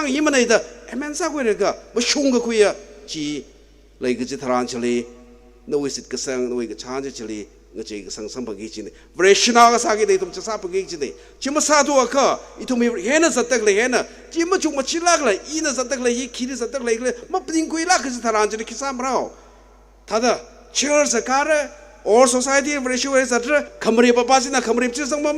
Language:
Tangkhul Naga (India)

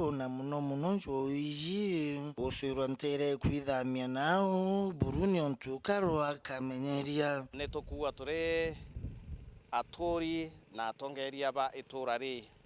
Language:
Meru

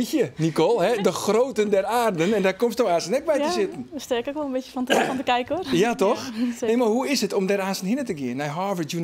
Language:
Western Frisian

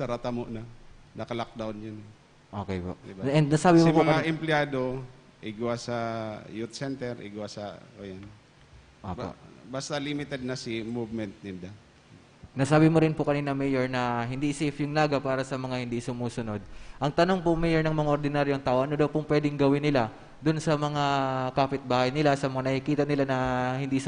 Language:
Bikol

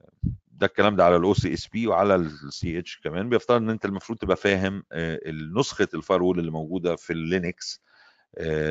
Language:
Egyptian Arabic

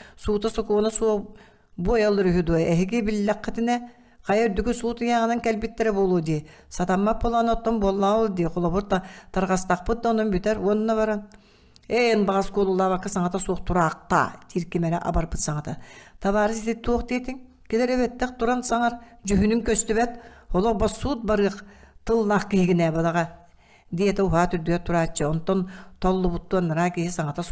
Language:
Yakut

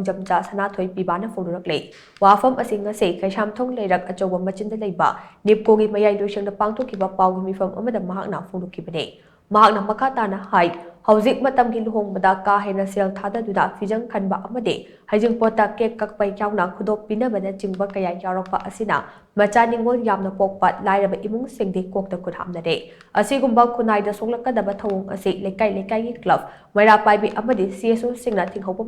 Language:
Manipuri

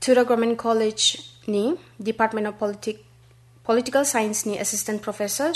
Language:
Garo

